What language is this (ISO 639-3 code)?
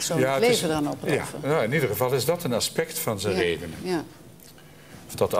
nld